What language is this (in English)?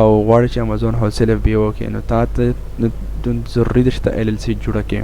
Pashto